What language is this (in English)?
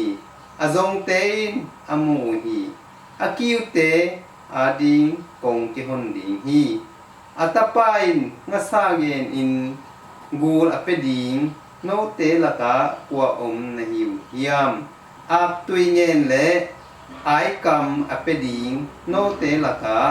Tedim Chin